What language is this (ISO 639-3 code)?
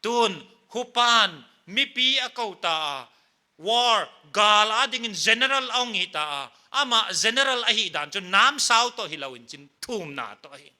pck